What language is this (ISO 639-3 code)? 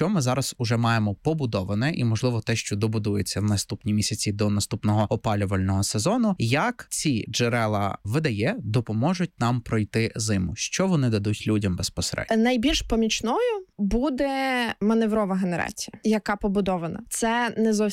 ukr